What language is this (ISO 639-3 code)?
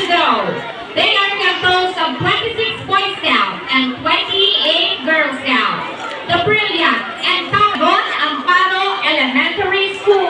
hil